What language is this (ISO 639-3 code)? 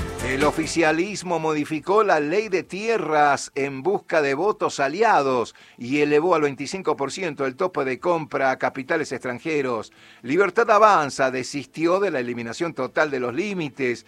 spa